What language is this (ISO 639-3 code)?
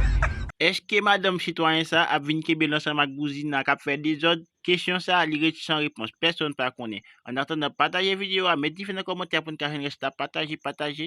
hat